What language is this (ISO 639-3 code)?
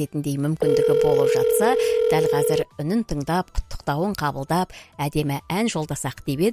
kaz